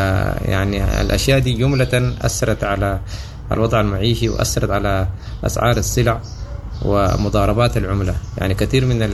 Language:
Sudanese Arabic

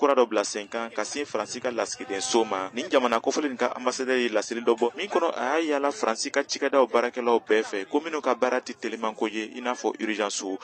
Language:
Bambara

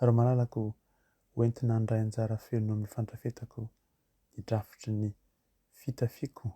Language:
Malagasy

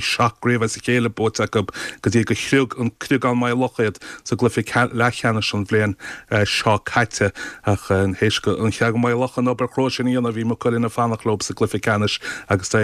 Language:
Irish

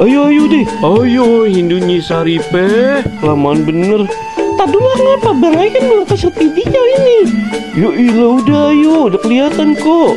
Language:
Betawi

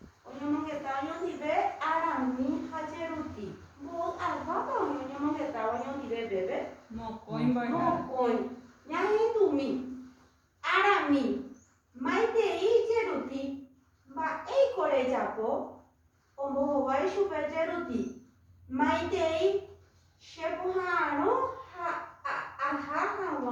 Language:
Guarani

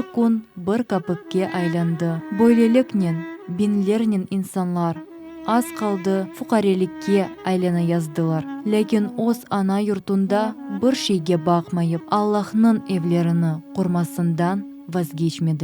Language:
Crimean Tatar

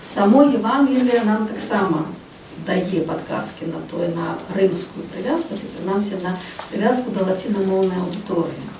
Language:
Belarusian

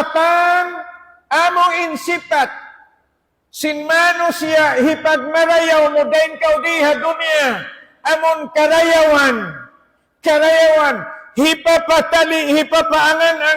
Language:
Tausug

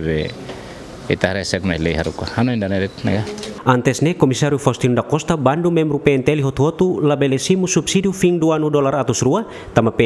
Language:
Tetum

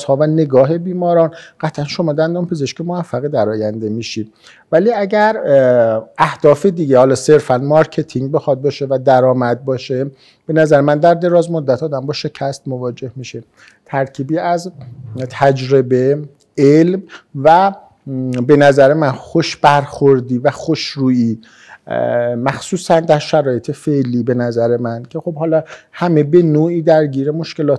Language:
Persian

